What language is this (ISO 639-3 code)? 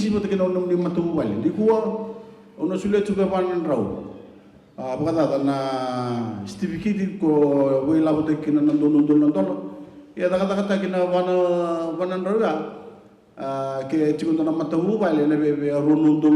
fij